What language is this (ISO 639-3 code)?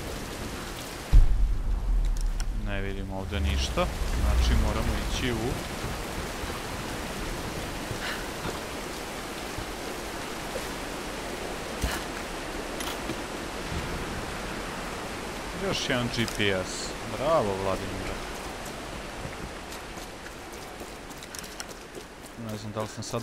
hrv